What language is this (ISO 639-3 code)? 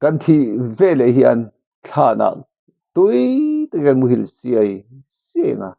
lus